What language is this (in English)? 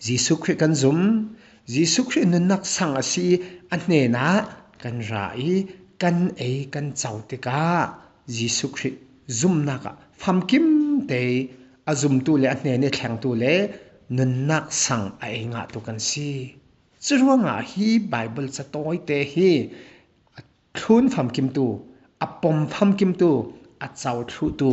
Falam Chin